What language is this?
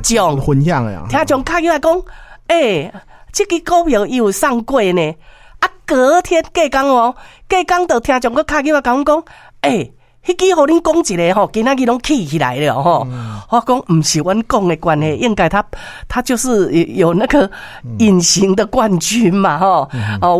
Min Nan Chinese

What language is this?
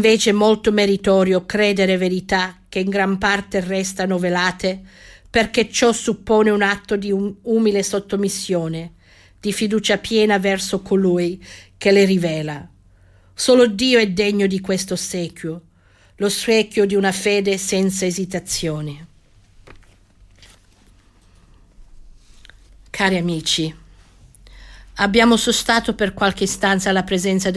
Italian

